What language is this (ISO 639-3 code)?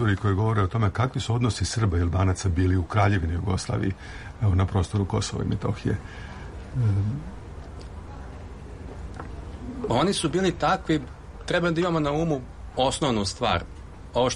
srp